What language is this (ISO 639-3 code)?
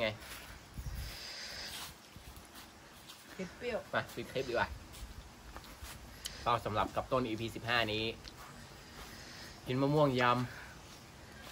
tha